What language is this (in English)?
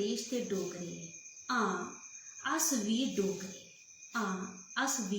Dogri